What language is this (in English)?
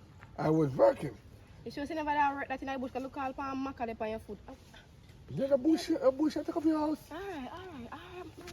Jamaican Creole English